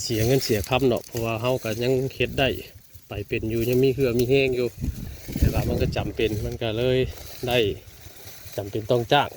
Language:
Northeastern Thai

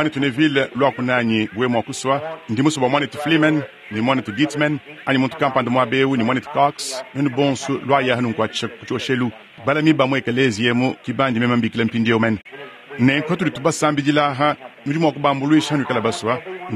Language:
Luba-Lulua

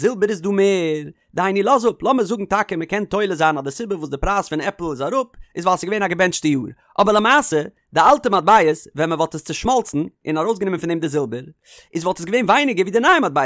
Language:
Yiddish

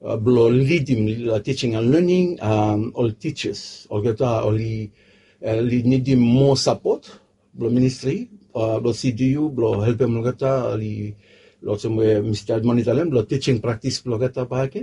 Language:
Bislama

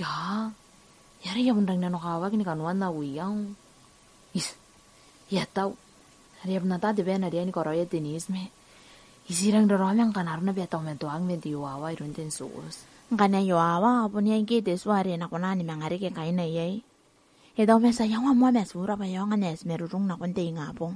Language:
Gilbertese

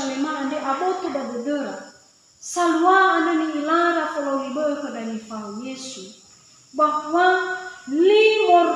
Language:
Nias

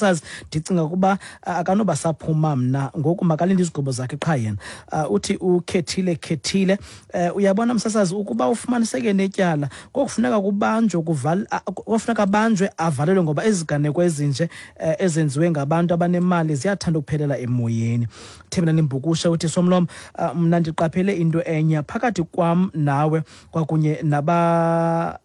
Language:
Xhosa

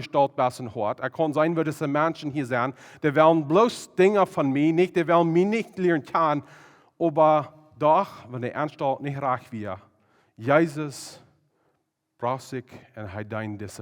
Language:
Plautdietsch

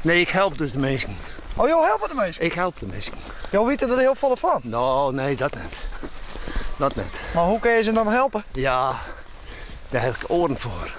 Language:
Western Frisian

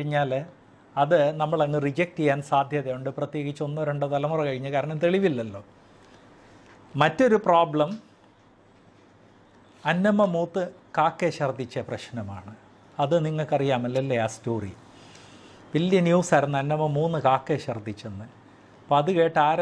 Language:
Malayalam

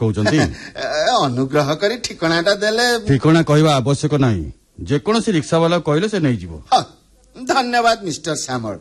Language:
Odia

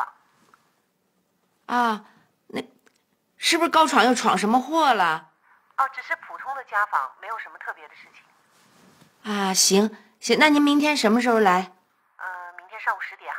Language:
Chinese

